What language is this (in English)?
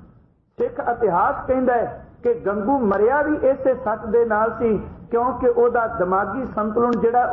Punjabi